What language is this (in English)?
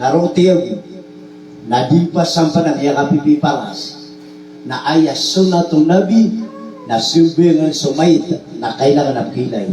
Maranao